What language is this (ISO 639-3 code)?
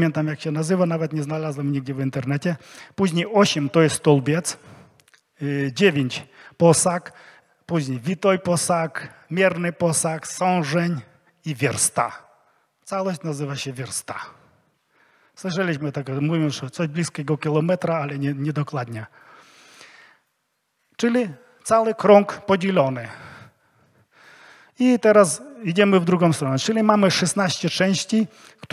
pol